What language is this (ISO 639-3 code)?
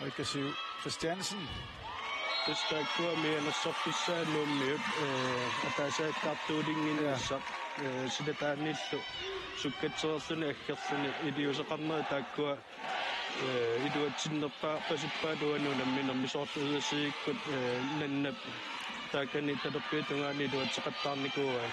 kal